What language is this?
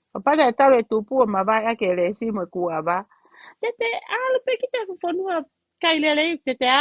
Tongan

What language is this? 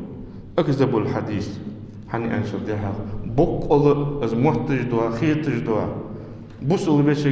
Ingush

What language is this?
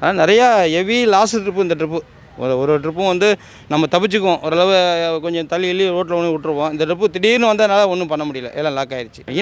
Tamil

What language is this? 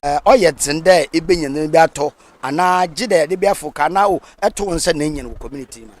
Akan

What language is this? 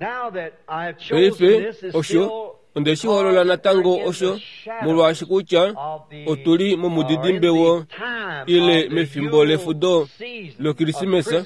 Kuanyama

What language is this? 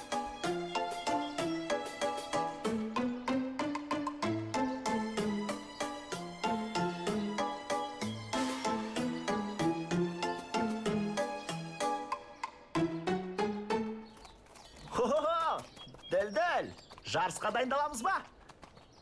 Kazakh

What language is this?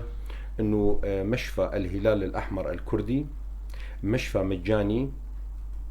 North Levantine Arabic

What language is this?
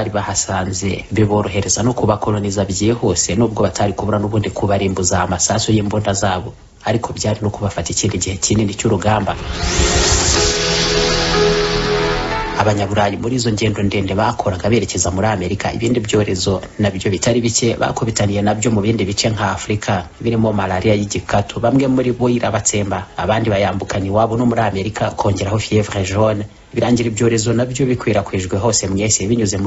Kinyarwanda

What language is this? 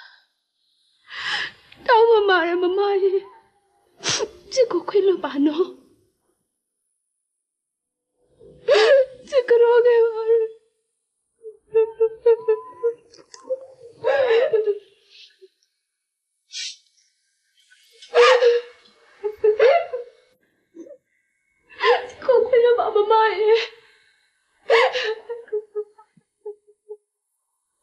Burmese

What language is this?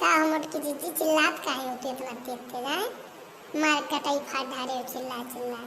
Awadhi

